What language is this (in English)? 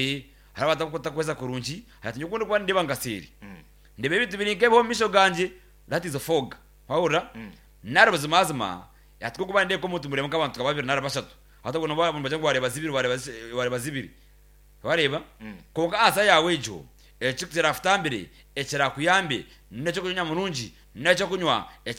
Nyankole